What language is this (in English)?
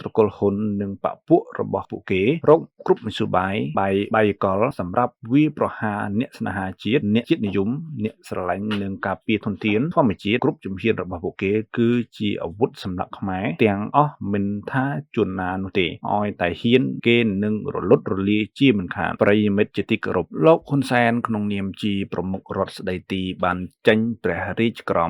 Khmer